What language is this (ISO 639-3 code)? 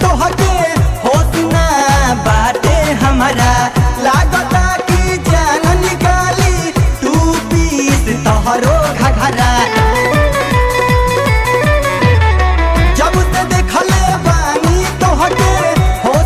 bho